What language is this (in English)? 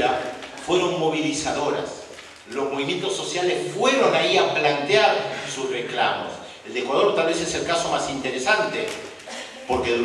Spanish